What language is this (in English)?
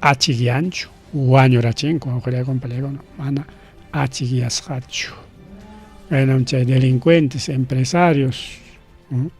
Ayacucho Quechua